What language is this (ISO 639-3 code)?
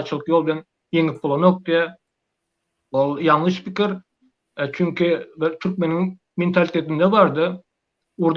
tuk